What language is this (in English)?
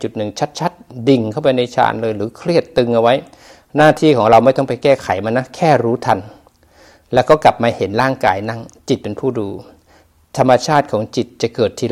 Thai